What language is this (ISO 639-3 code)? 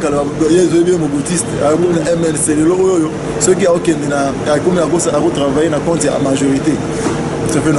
lin